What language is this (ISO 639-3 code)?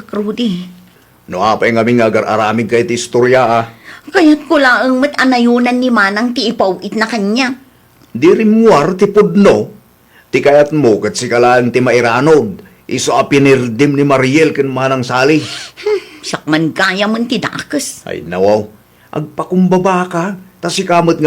ilo